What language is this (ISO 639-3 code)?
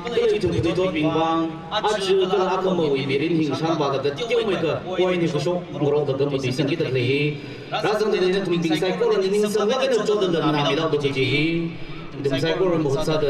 nmf